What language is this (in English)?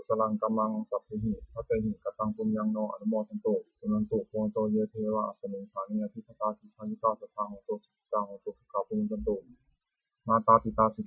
Pali